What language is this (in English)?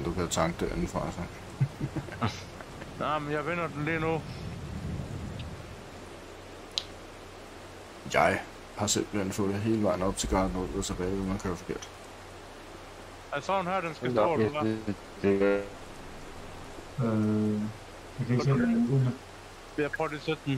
Danish